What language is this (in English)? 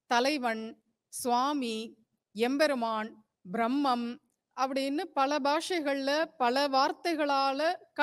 Tamil